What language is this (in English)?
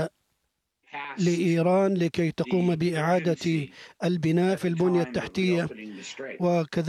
Arabic